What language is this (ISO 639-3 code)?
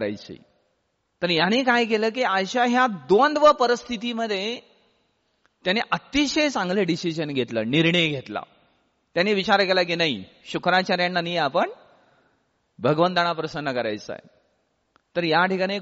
mar